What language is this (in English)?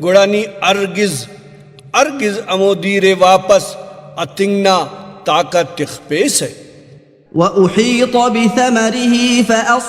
Brahui